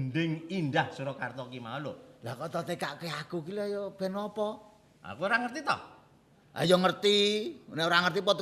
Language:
Javanese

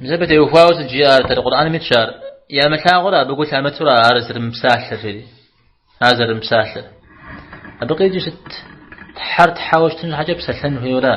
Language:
Kabardian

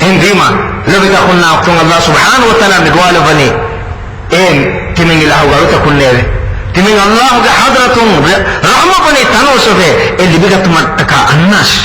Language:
Divehi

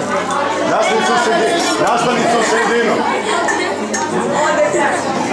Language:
Serbian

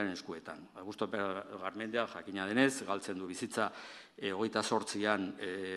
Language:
Basque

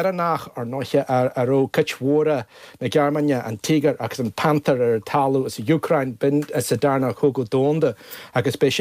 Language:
Irish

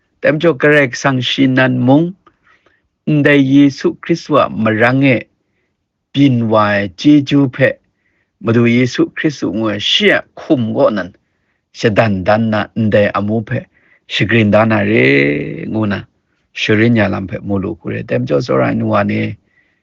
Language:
Kachin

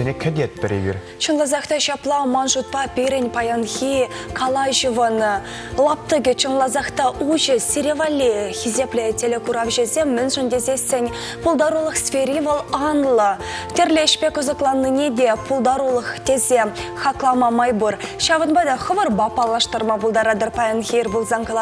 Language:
Chuvash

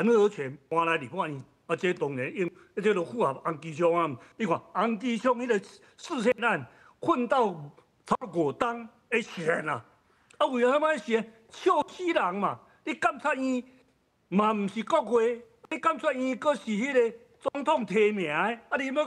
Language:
Min Nan Chinese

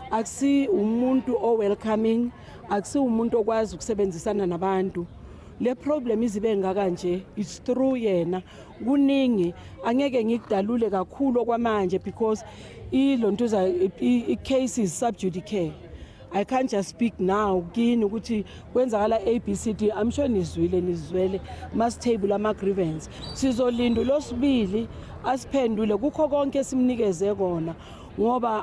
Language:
Zulu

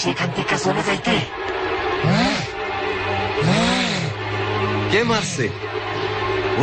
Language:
Bangla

